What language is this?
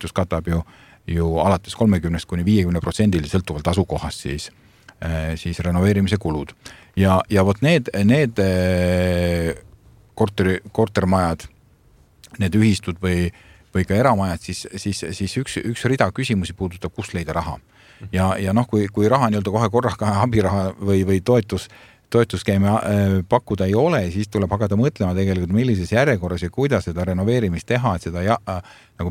Estonian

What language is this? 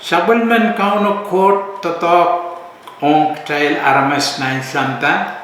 Pohnpeian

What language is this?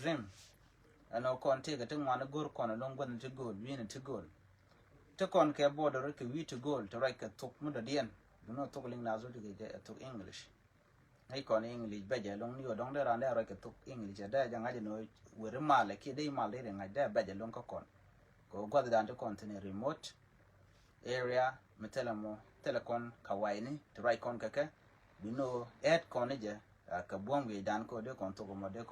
Nuer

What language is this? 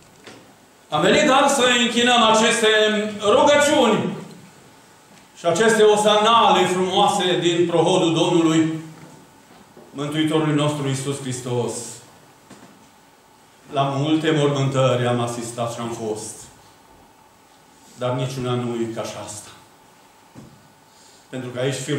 Romanian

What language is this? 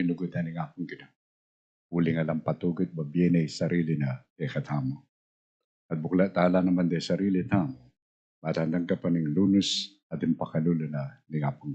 Pampanga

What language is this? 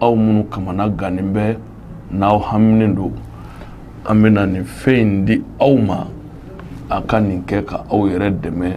Bambara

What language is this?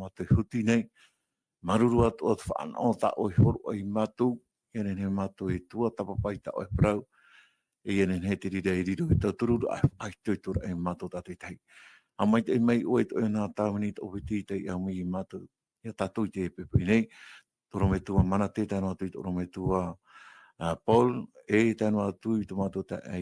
Tahitian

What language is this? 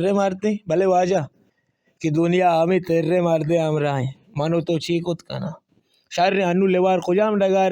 Baluchi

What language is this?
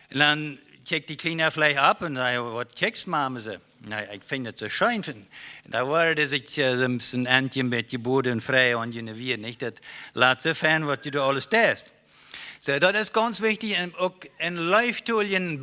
Plautdietsch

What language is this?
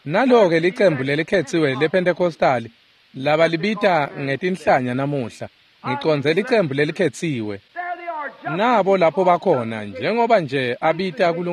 Swati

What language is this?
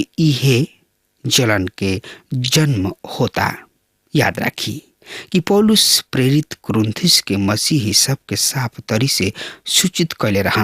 Bhojpuri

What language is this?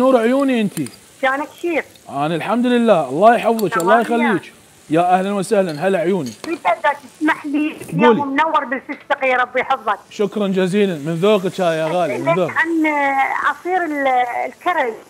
Mesopotamian Arabic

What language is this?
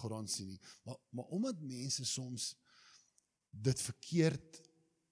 Afrikaans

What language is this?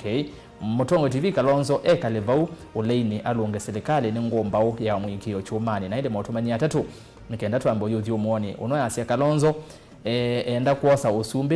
Kamba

